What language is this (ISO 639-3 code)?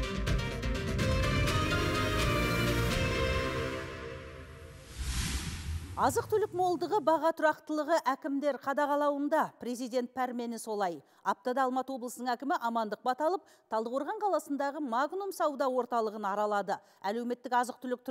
kaz